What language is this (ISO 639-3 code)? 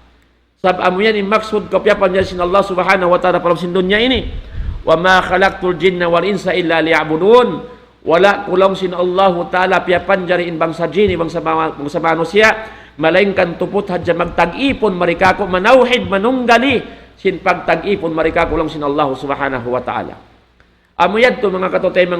tsg